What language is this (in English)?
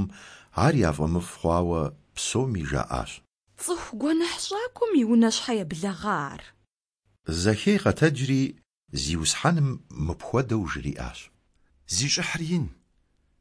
Kabardian